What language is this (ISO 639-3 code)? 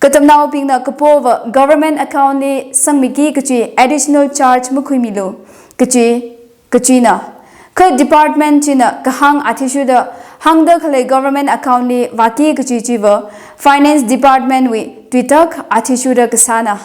nmf